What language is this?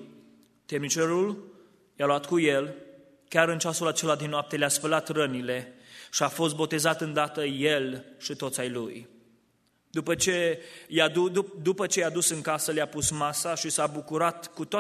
Romanian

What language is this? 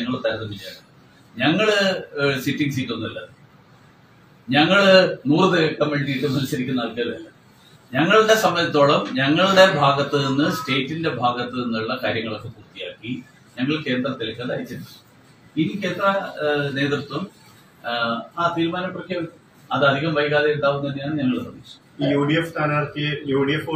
Malayalam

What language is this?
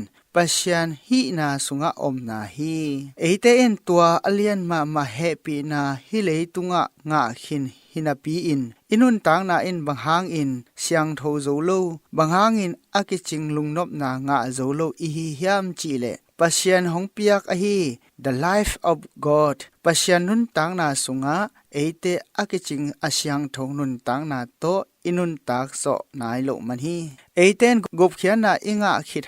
Tedim Chin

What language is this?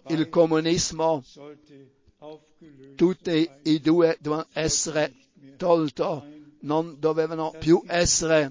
Italian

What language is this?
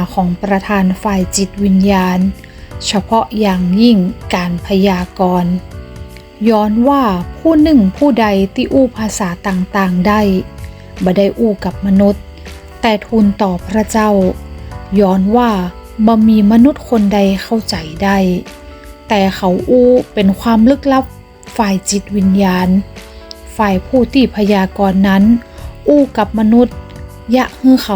Northern Thai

